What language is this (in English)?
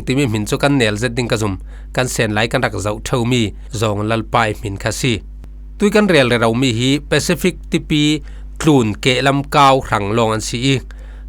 Falam Chin